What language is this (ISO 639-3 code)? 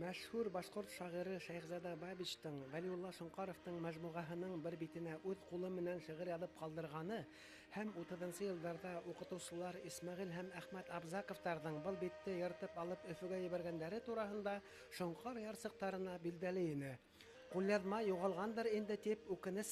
bak